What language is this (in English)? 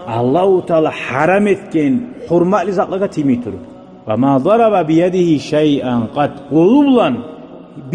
Kumyk